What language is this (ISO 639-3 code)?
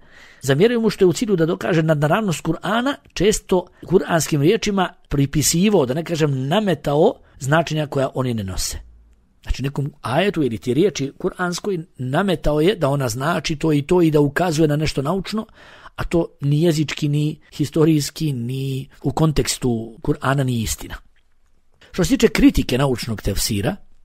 bos